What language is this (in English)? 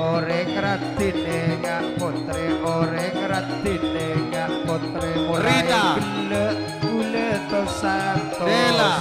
Madurese